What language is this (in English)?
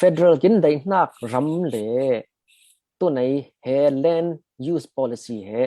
Falam Chin